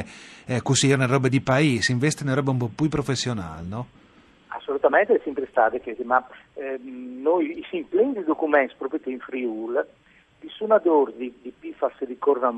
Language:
Friulian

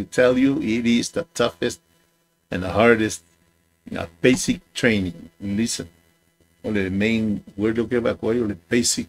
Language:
Samoan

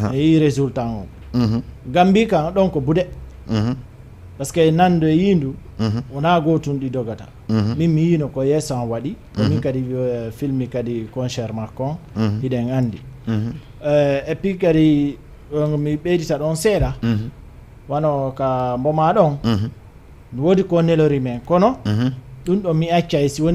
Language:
Fula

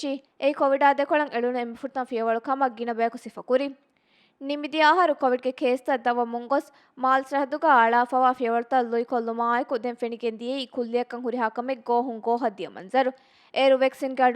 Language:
Divehi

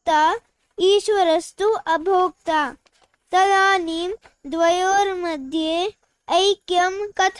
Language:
Sanskrit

